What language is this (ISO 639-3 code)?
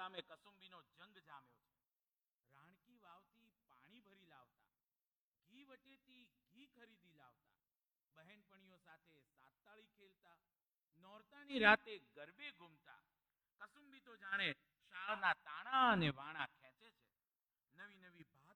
guj